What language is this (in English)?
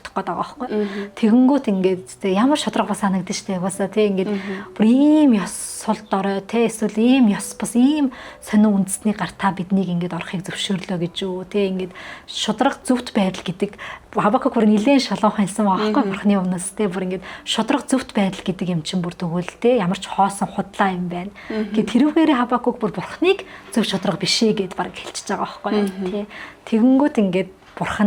Mongolian